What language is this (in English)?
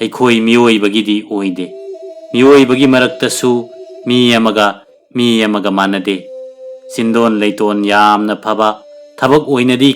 Manipuri